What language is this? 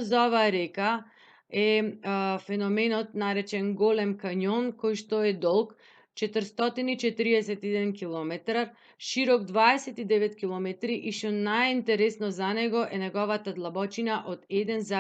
Macedonian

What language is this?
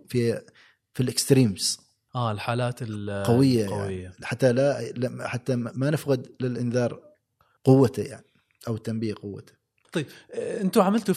Gulf Arabic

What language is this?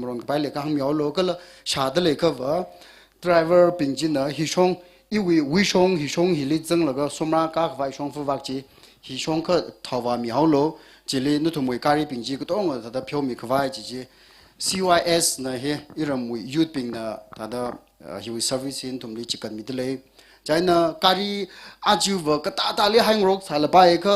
Tangkhul Naga (India)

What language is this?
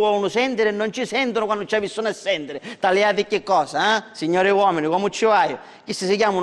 Sicilian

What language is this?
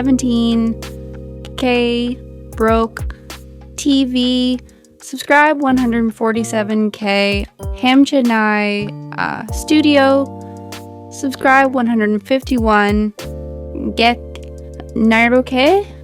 Kok Borok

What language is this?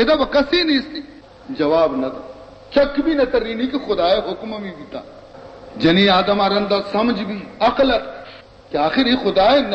Baluchi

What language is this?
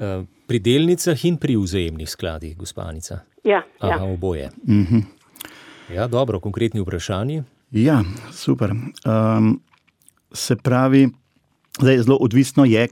Slovenian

